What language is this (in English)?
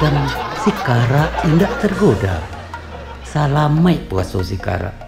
Minangkabau